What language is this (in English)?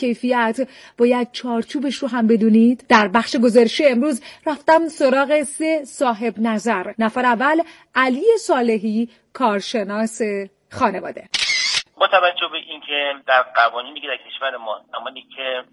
Persian